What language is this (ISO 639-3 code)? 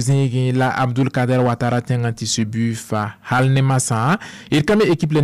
mos